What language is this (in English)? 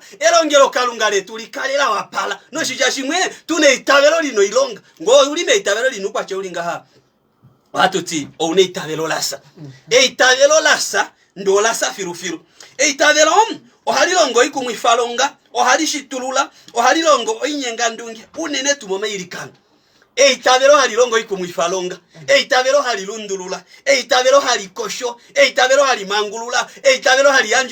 Kuanyama